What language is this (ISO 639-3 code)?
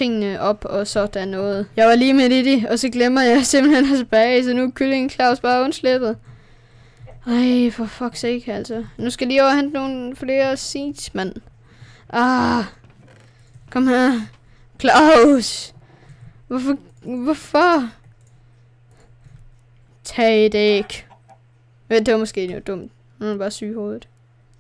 dan